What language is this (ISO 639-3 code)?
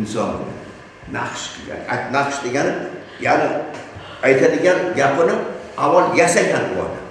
uzb